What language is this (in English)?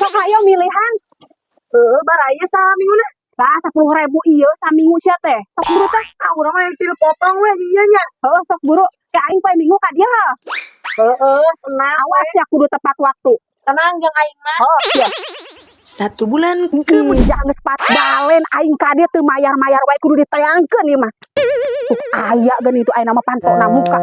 Sundanese